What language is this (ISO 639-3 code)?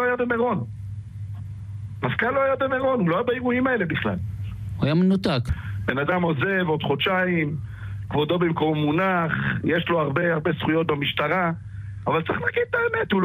heb